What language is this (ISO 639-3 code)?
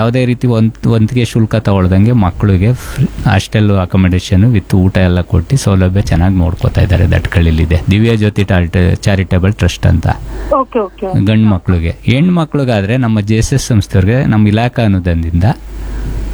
kan